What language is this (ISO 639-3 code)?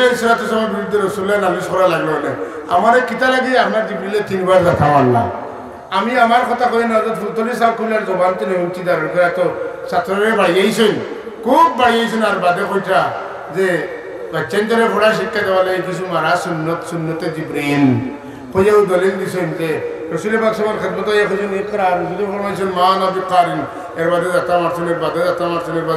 syl